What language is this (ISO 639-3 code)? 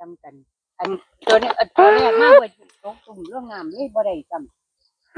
tts